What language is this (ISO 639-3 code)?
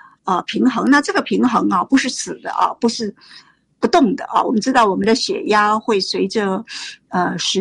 zho